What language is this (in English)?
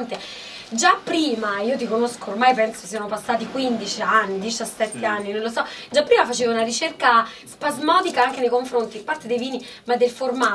Italian